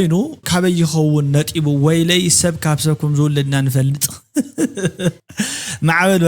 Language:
Tigrinya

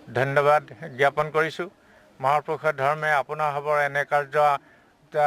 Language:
Assamese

